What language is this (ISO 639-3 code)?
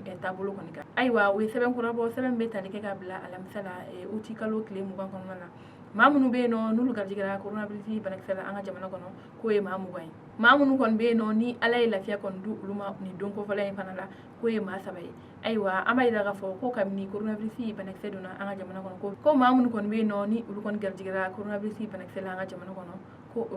bam